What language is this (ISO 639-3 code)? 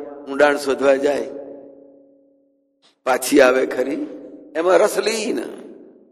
guj